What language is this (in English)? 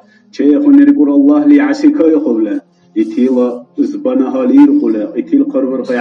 Dargwa